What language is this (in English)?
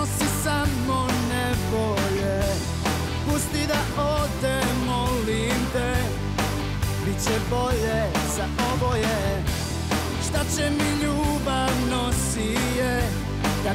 Serbian